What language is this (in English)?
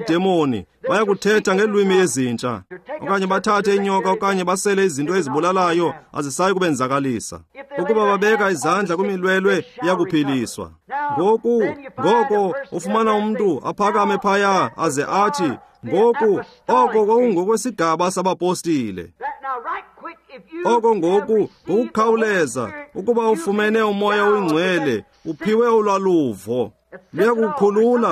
Xhosa